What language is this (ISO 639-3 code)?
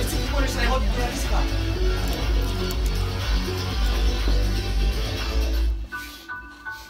slk